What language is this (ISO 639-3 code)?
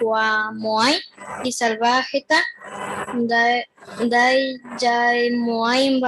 grn